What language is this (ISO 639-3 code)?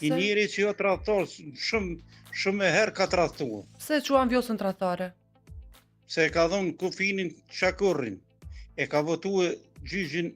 sqi